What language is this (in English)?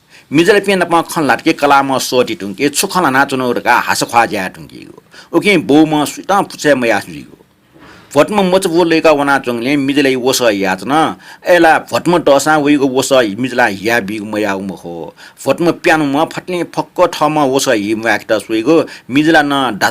Newari